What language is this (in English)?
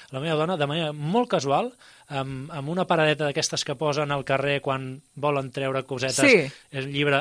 Catalan